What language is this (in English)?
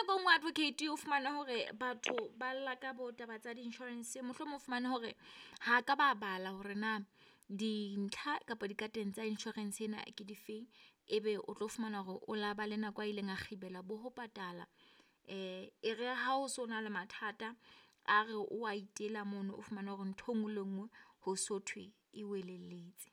Southern Sotho